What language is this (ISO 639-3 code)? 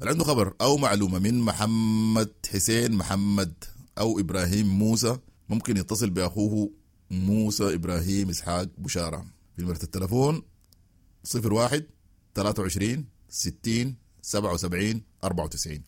apd